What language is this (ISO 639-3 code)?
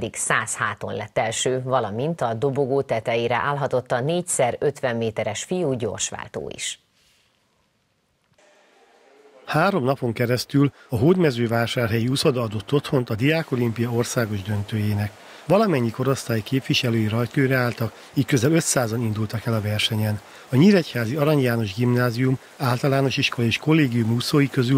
hun